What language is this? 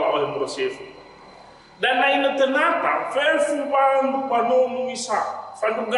Nias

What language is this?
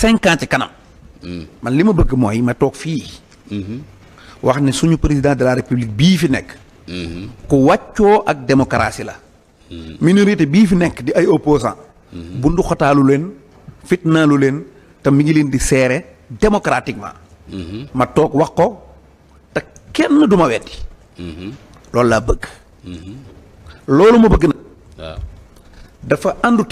Wolof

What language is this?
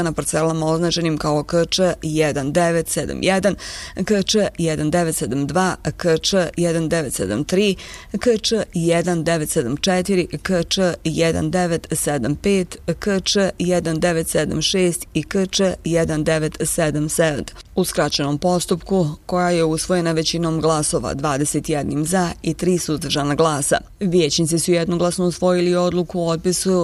Bosnian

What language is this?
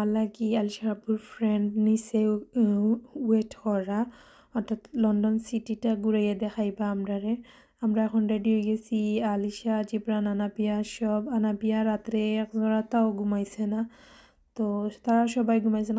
Sylheti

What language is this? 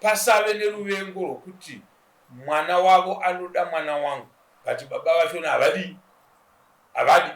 Shona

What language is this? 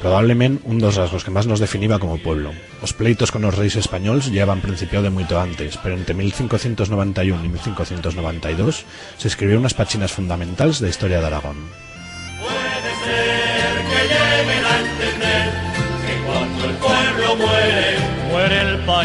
Aragonese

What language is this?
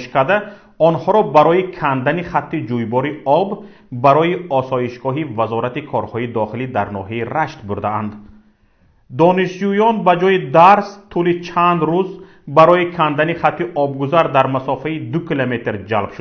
Tajik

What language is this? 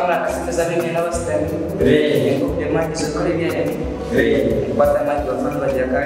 Nyankole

